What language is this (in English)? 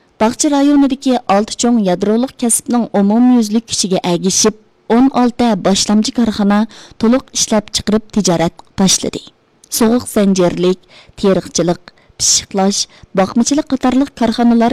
Uyghur